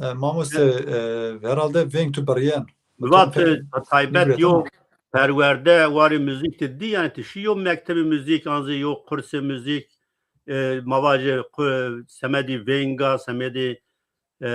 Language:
Zaza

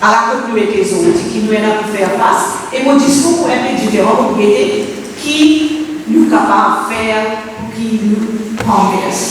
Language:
Morisyen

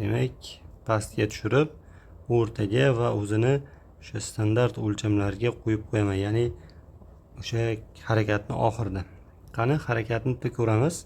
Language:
Uzbek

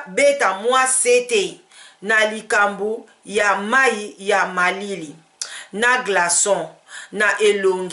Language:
Lingala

